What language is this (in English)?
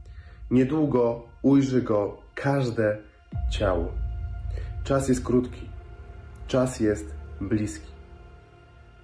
Polish